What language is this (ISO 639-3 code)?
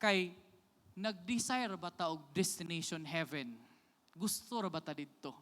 ceb